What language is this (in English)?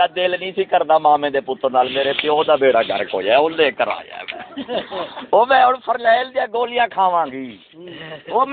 Saraiki